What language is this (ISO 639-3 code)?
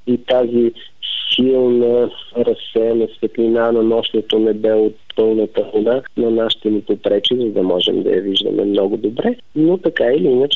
bul